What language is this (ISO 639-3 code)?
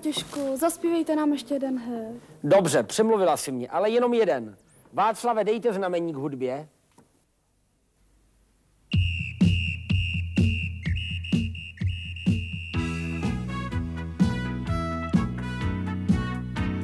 ces